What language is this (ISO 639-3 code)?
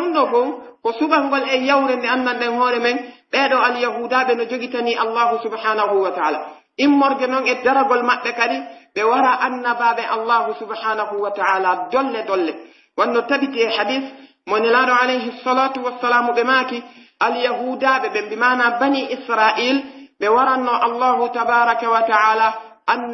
fuf